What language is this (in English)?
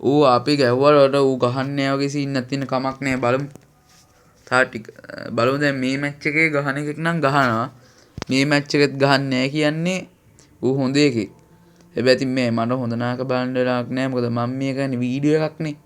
Sinhala